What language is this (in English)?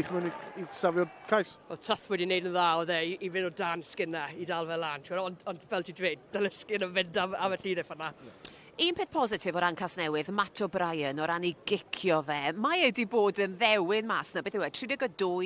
Welsh